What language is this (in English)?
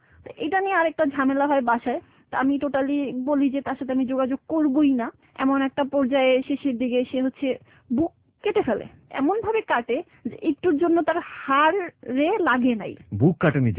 Bangla